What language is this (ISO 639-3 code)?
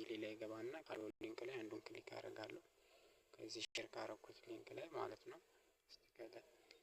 amh